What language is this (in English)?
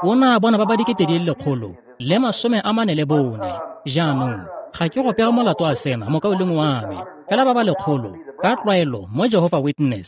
Tswana